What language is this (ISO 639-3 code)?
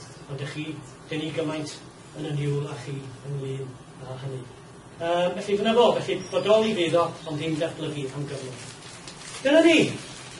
cym